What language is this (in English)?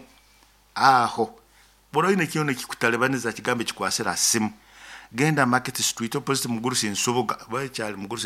Nyoro